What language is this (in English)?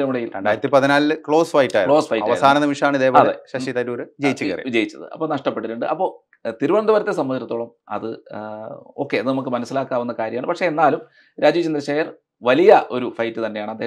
Malayalam